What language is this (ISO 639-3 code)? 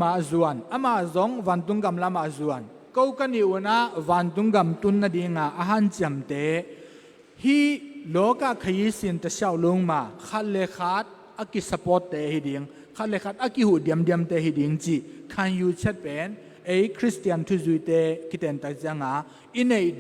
tcz